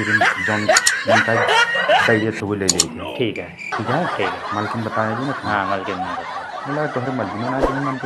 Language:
Awadhi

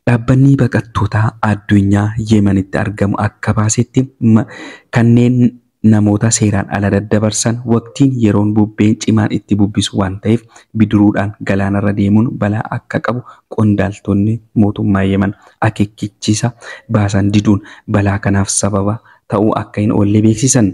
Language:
Oromo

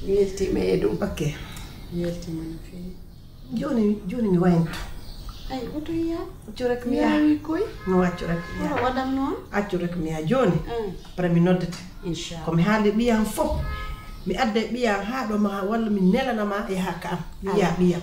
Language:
Pular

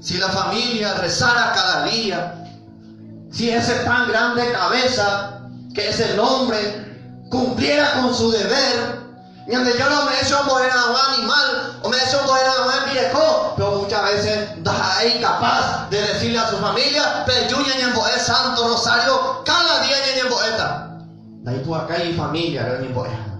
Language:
Guarani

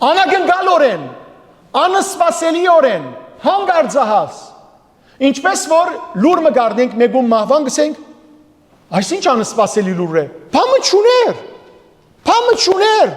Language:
Western Armenian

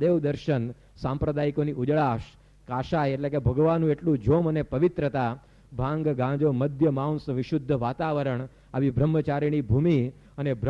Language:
Gujarati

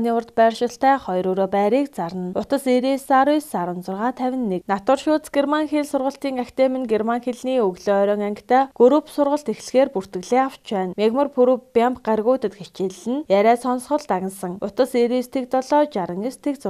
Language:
Mongolian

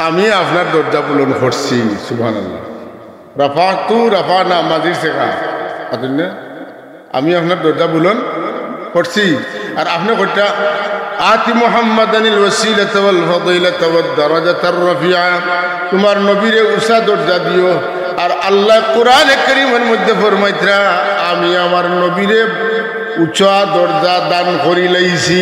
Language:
Sylheti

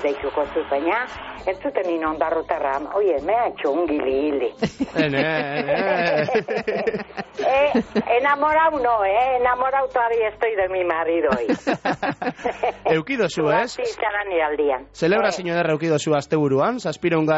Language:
Basque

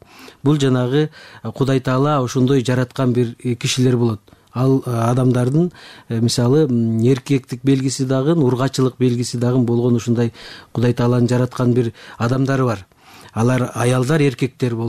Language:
Kyrgyz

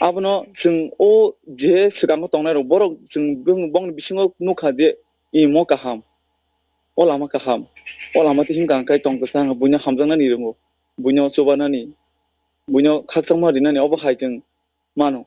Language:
Kok Borok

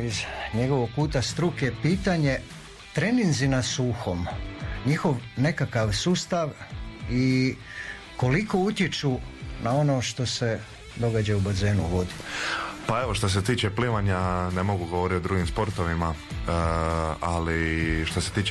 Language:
Croatian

